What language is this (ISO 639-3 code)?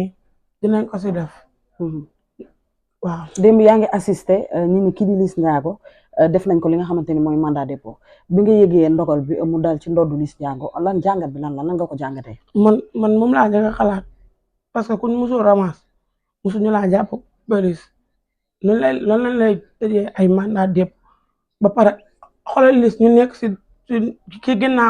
wol